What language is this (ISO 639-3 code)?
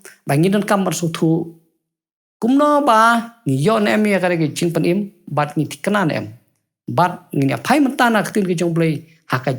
kha